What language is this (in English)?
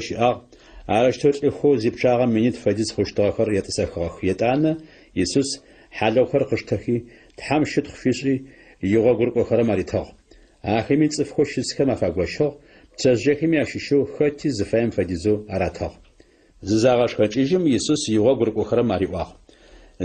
Adyghe